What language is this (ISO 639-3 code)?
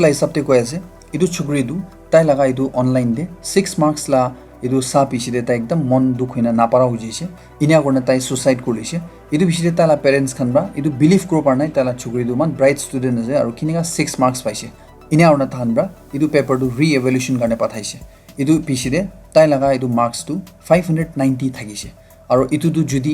nag